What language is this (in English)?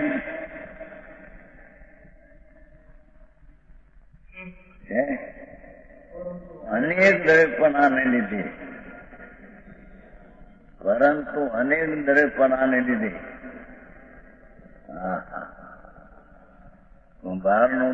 Gujarati